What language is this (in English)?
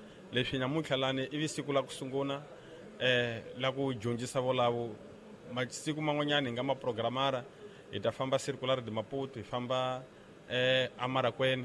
Tsonga